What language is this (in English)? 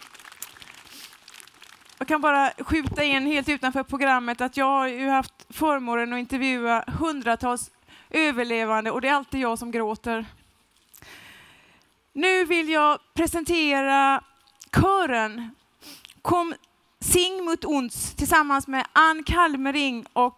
Swedish